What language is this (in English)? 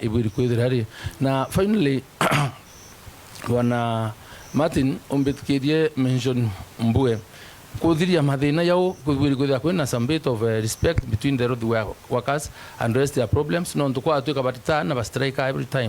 Meru